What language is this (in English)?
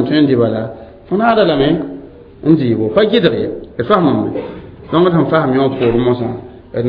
Mossi